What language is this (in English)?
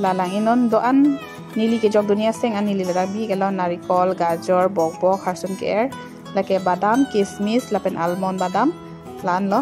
Karbi